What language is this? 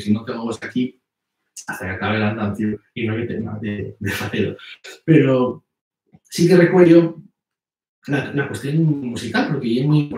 Asturian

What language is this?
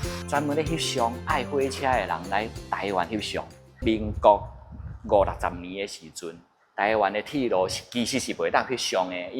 Min Nan Chinese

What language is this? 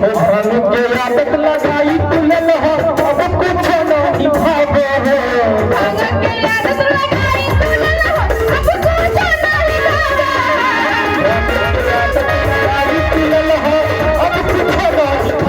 Maithili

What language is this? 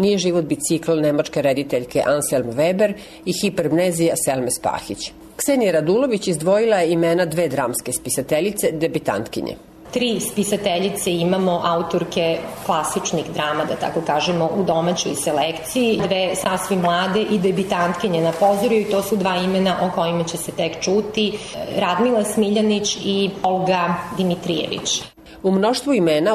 Serbian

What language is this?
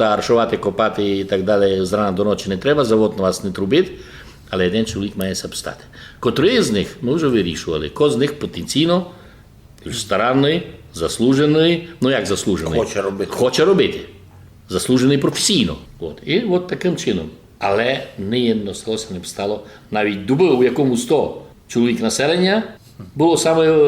Rusyn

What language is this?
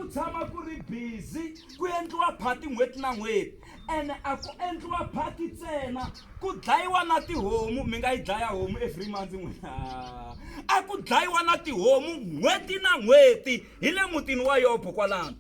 Tsonga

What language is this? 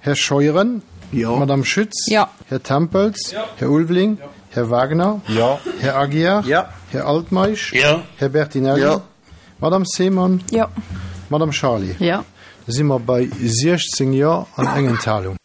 Luxembourgish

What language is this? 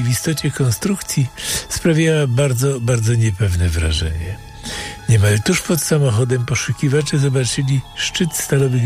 Polish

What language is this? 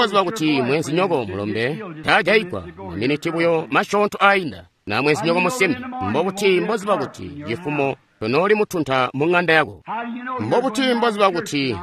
Tonga (Zambia)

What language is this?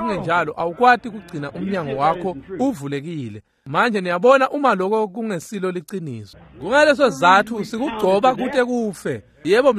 Swati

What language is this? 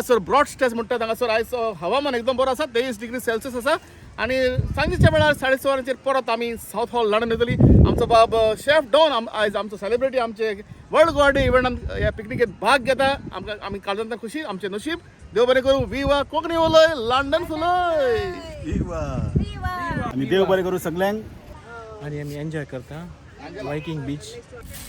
Konkani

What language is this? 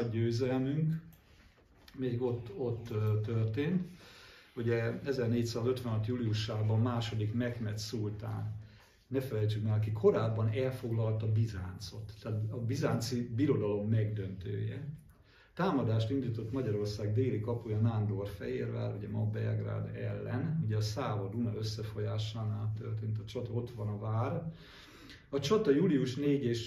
Hungarian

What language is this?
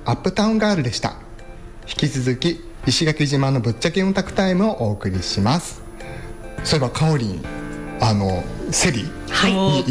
Japanese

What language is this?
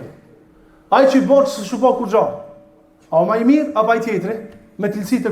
Albanian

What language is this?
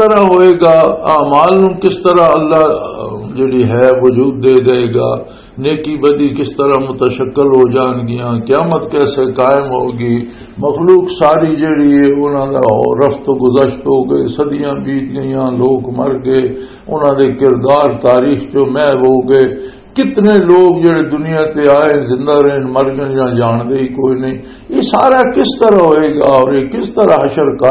Western Panjabi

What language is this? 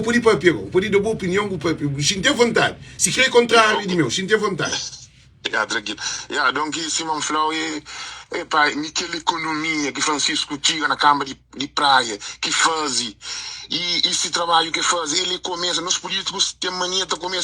Kabuverdianu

